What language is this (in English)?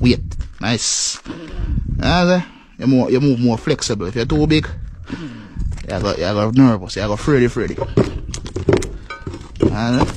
Jamaican Creole English